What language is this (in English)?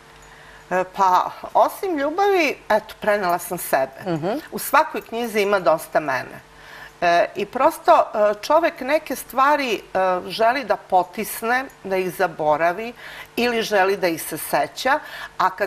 Serbian